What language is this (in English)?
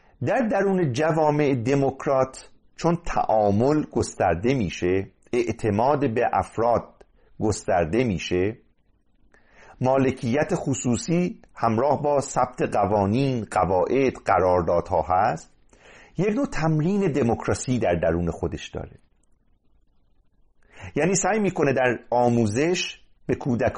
Persian